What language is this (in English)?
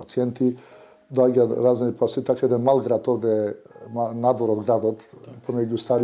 Macedonian